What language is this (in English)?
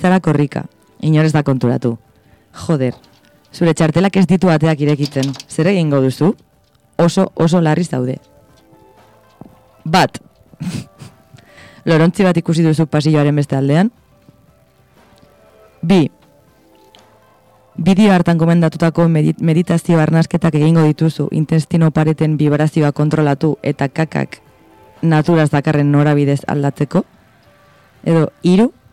Basque